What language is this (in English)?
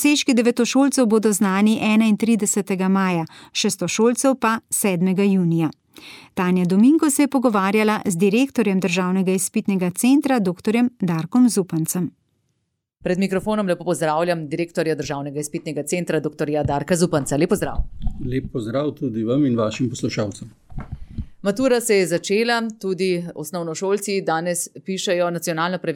Slovenian